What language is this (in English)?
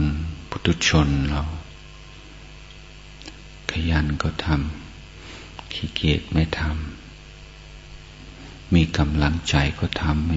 Thai